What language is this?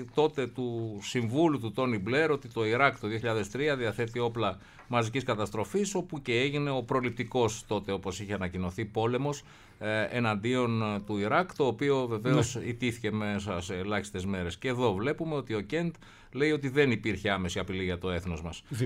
Greek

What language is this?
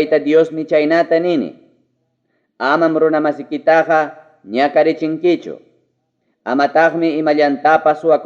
Ayacucho Quechua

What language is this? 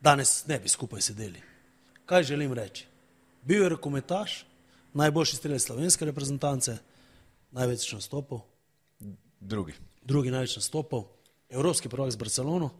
Slovenian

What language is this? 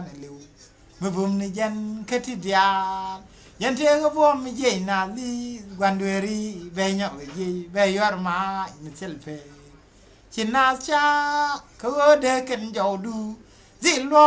Nuer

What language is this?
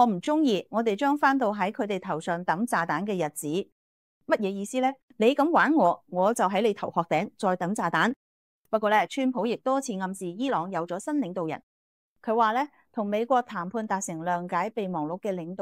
Cantonese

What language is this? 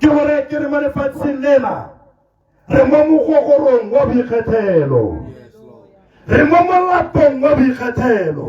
Tswana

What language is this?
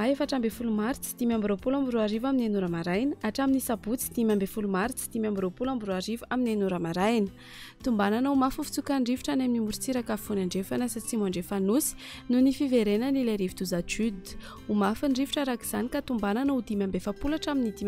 Malagasy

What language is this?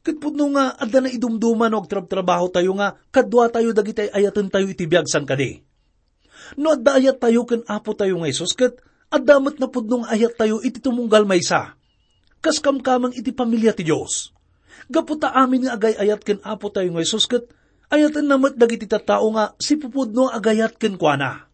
Iloko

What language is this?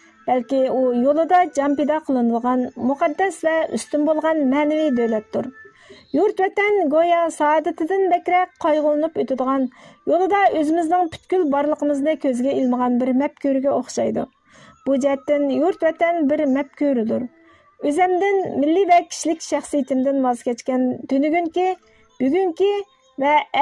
Uyghur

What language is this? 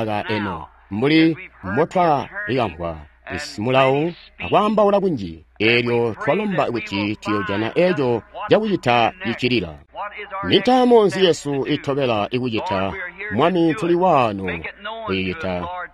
Tonga (Zambia)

